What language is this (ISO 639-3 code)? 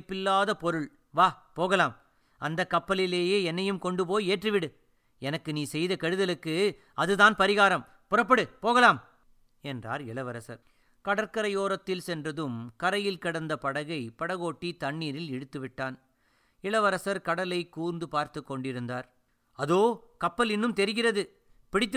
tam